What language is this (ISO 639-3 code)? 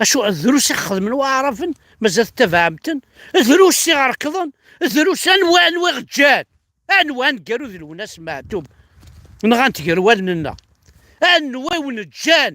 kab